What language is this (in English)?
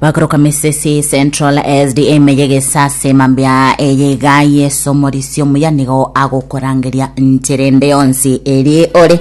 Gusii